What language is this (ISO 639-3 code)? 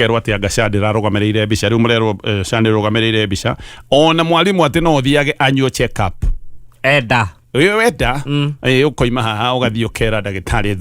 kik